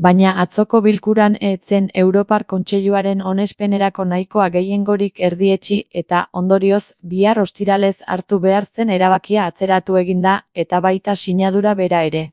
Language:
Basque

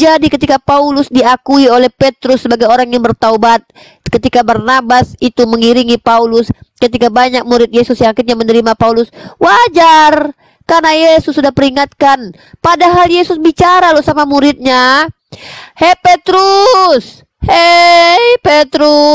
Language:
Indonesian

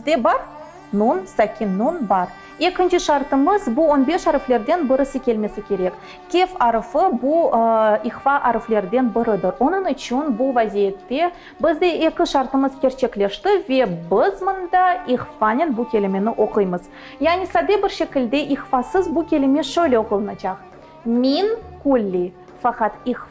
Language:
Crimean Tatar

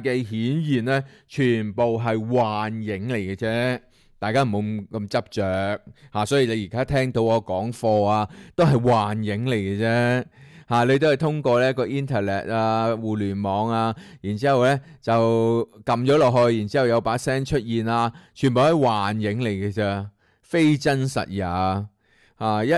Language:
Cantonese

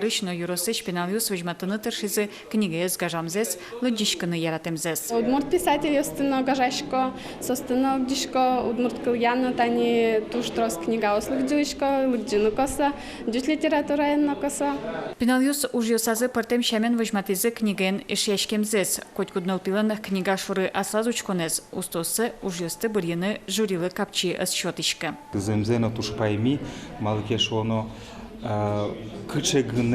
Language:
Udmurt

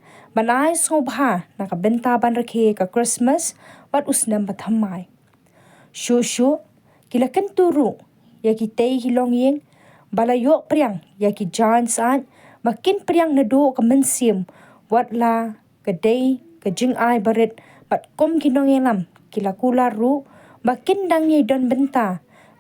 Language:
Khasi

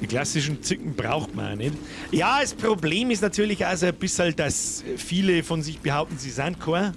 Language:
Bavarian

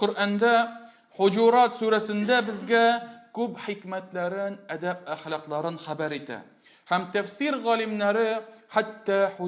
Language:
Tatar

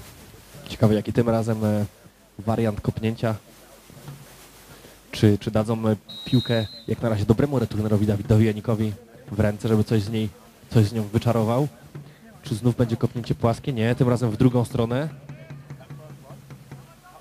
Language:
Polish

